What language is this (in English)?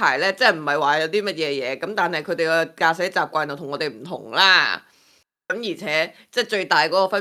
Cantonese